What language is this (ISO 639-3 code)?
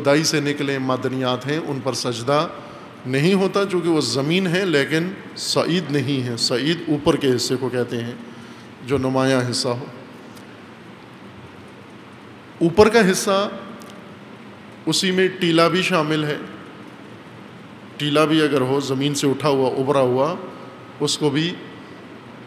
urd